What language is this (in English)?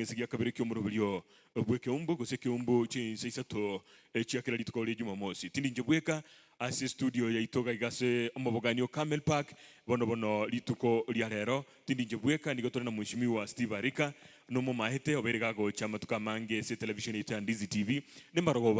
Gusii